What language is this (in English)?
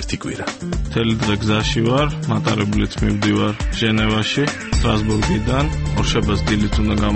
Georgian